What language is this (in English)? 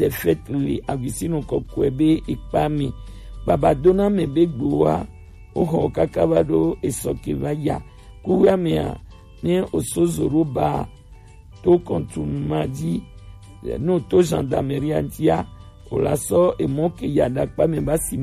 Gen